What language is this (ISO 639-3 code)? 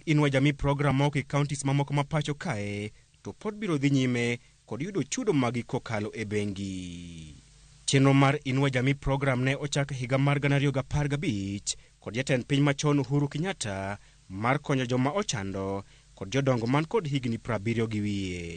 luo